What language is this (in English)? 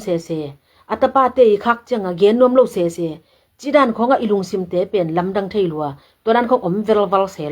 Tedim Chin